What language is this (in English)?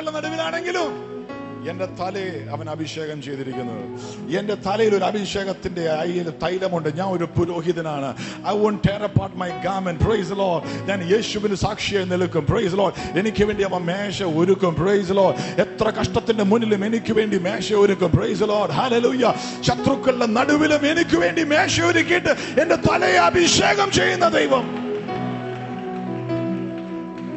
Malayalam